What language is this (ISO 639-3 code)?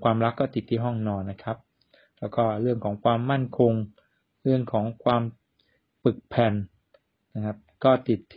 tha